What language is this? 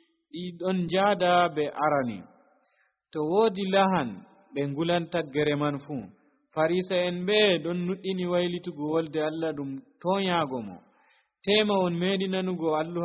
Nigerian Fulfulde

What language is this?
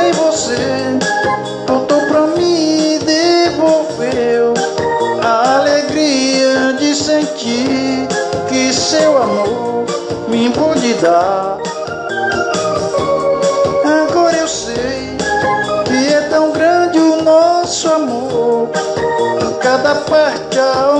Portuguese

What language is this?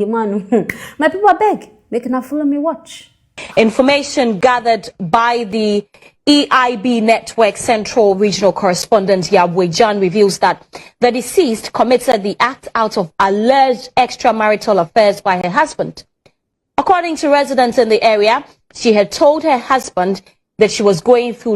Nigerian Pidgin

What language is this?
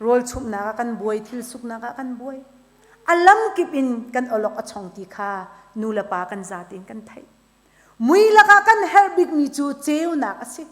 Hakha Chin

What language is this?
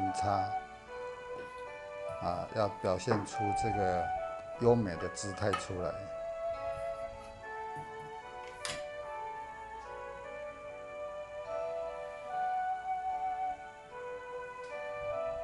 Chinese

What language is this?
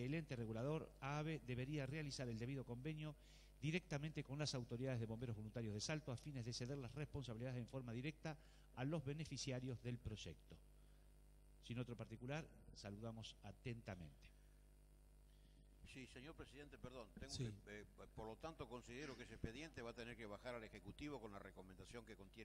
Spanish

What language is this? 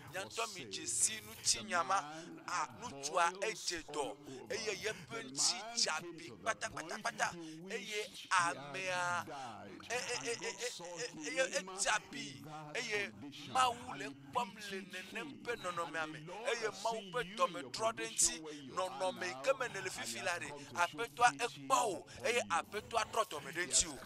Ewe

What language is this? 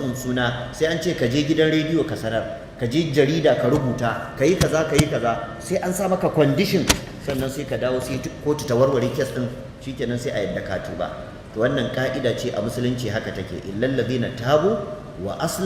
Hausa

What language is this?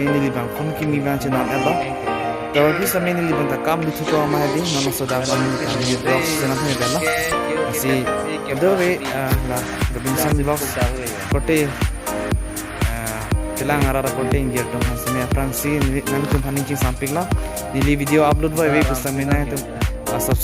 Karbi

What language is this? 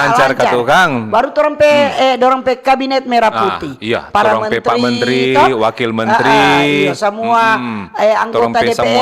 Manado Malay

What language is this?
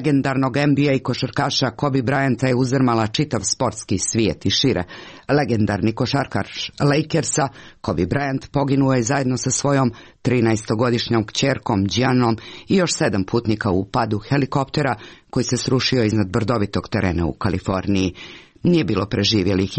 Croatian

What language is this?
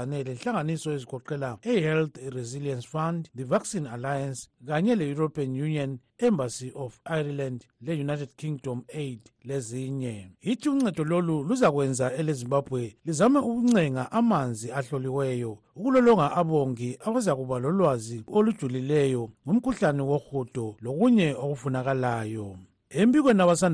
North Ndebele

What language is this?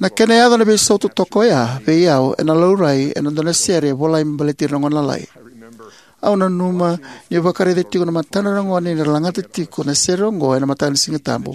Fijian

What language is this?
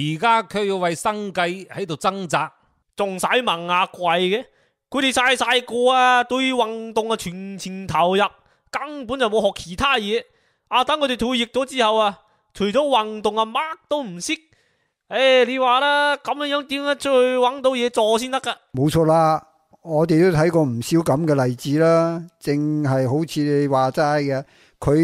Cantonese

